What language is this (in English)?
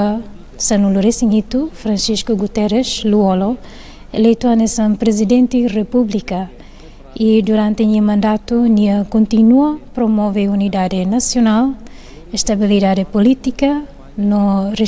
Tetum